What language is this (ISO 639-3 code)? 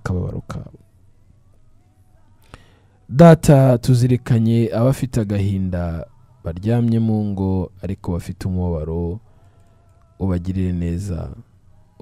kin